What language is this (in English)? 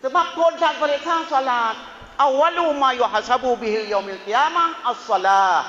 Achinese